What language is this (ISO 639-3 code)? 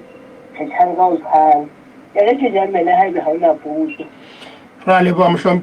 sot